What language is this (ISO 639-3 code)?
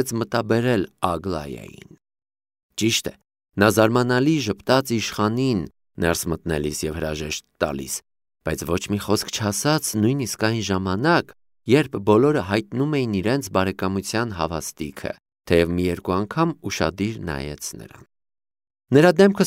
hye